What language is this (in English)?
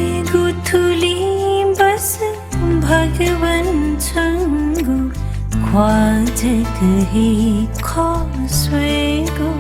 Newari